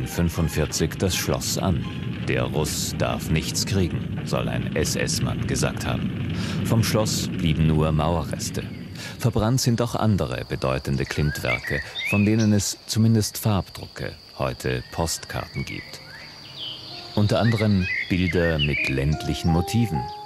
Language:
German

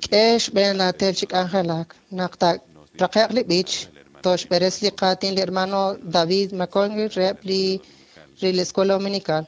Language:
Kekchí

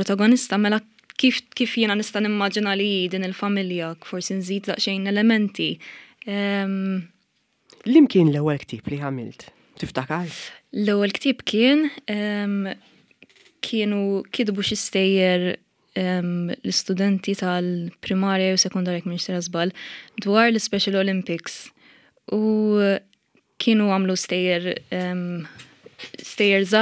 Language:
Maltese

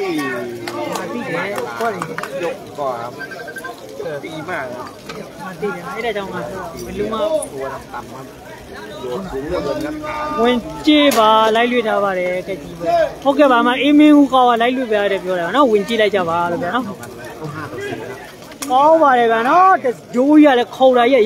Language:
Burmese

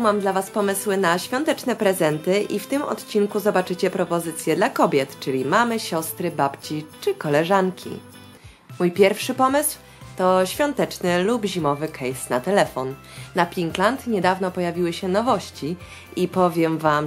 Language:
Polish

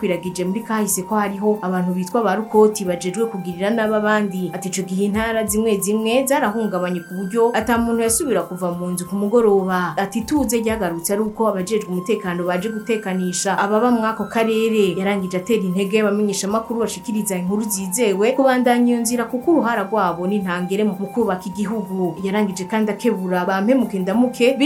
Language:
Rundi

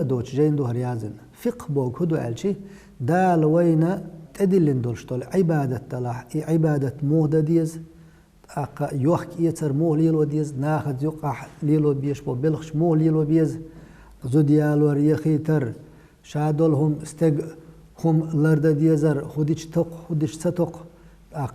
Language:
Chechen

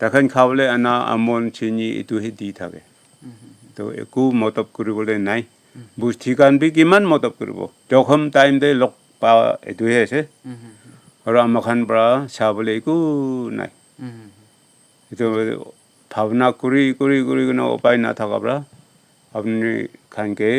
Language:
Naga Pidgin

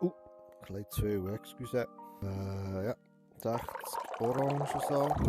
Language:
Swiss German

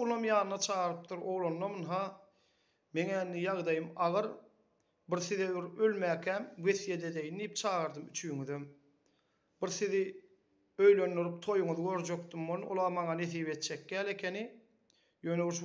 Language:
Turkmen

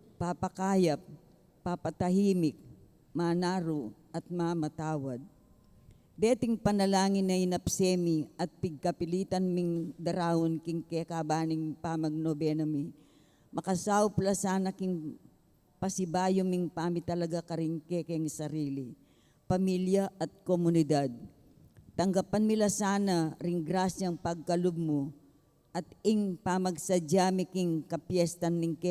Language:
Pampanga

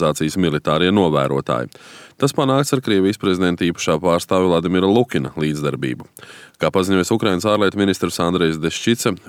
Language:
Latvian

